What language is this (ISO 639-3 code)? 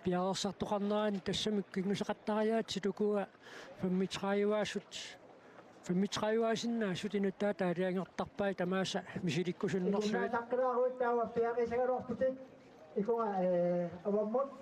kal